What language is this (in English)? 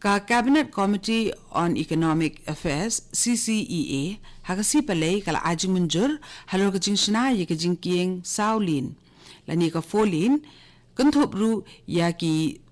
Khasi